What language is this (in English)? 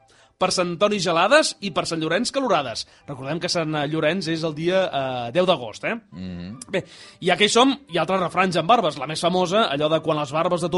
Catalan